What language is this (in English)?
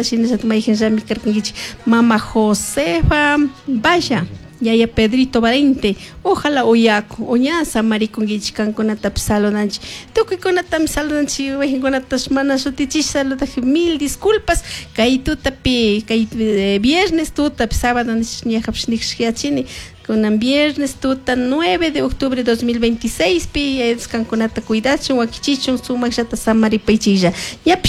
Chimborazo Highland Quichua